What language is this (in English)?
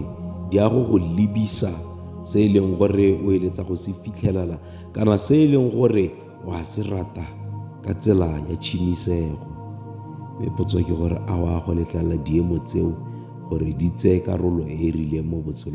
Tswana